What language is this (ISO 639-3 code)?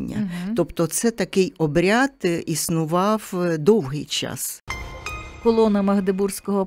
ukr